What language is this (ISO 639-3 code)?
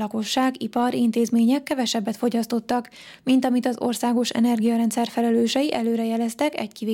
hun